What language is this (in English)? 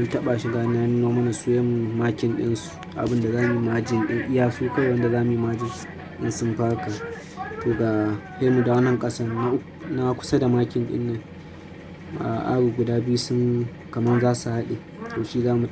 Hausa